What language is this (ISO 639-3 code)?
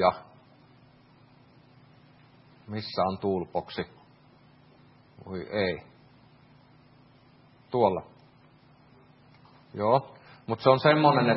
fin